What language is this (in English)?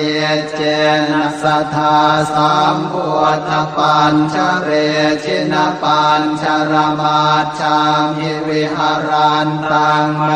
Pali